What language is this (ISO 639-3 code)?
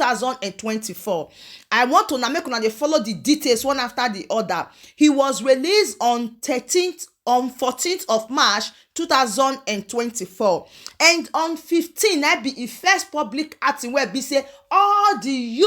pcm